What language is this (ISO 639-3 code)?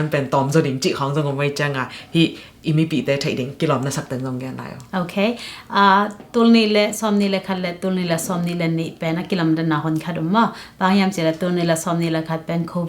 ctd